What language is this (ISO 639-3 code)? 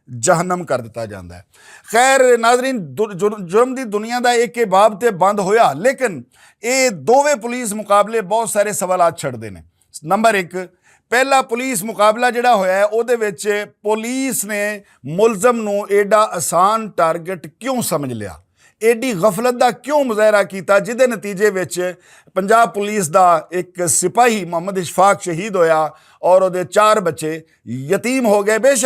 lah